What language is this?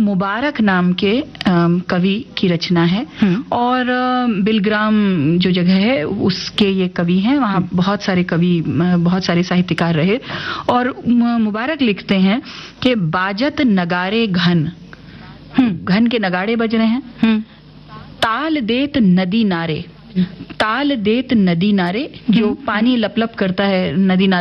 Hindi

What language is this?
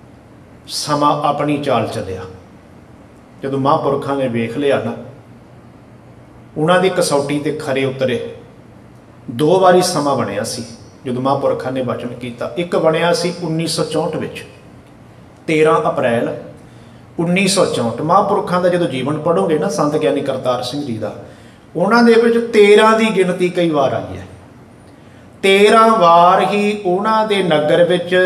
Punjabi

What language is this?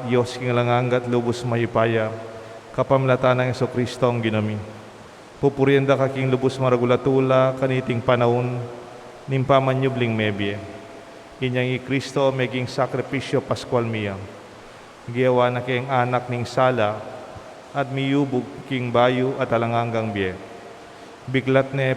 Pampanga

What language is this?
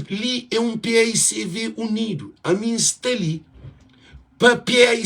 Kabuverdianu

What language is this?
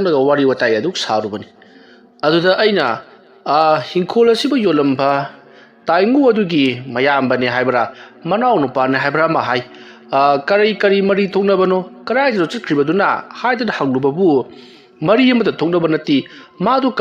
Manipuri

